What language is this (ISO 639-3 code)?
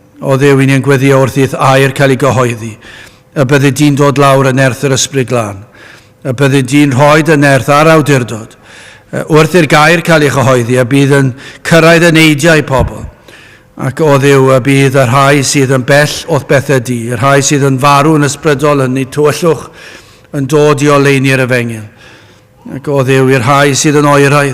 cym